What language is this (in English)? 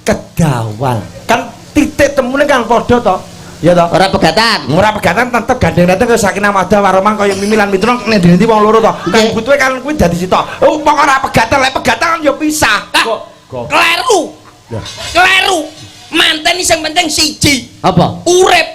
Javanese